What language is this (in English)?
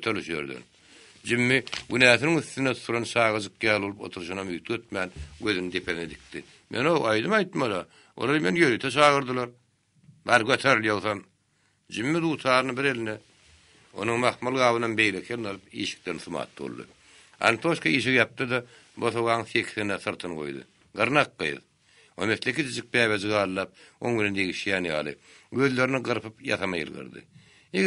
Turkmen